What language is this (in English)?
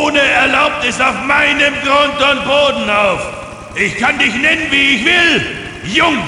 Bavarian